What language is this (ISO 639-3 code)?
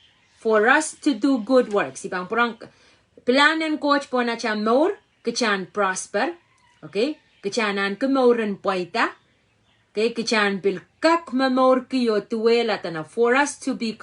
pon